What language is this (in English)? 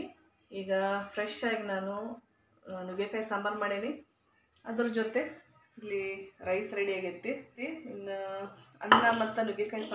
Kannada